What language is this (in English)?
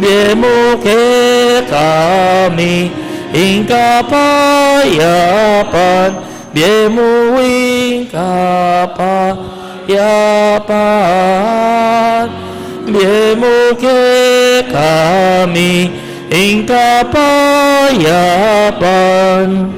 Pampanga